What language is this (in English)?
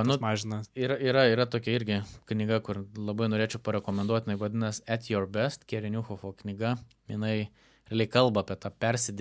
Lithuanian